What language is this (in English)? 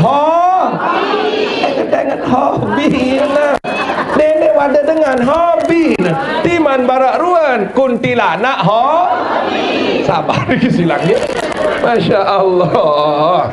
Sasak